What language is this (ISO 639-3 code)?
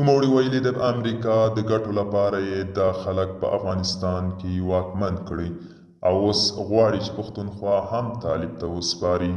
pus